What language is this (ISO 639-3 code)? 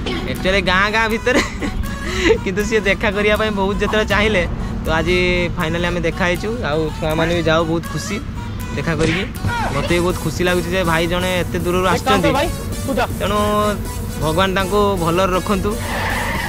ori